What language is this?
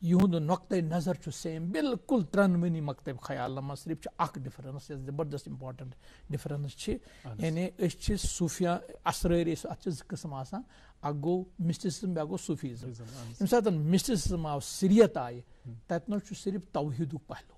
Kashmiri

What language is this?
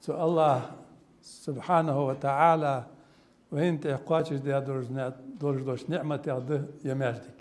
Ingush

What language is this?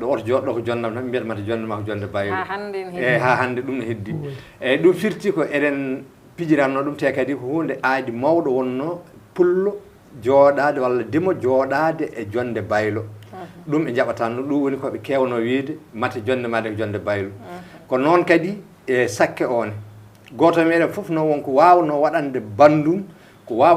Fula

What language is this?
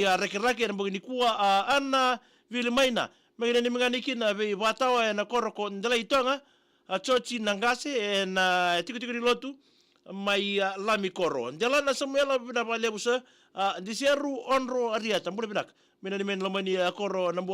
Fijian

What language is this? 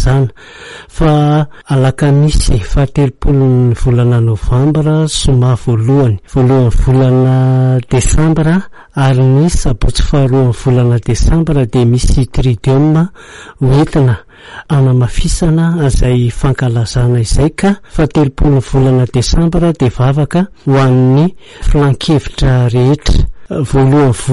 Malagasy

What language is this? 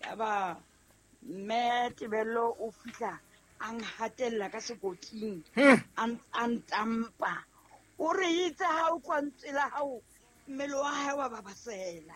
Southern Sotho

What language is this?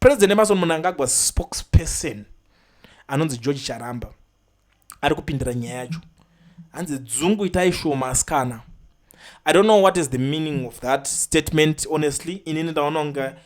Shona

